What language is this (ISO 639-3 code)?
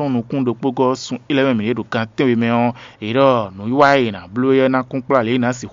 fon